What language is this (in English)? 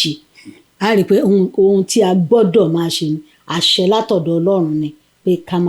Yoruba